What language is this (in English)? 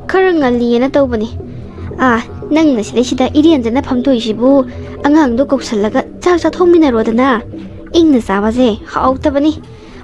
Manipuri